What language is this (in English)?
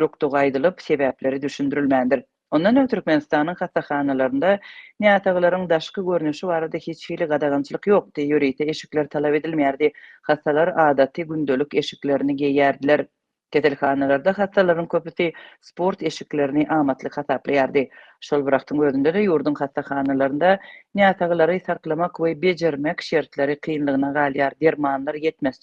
Turkmen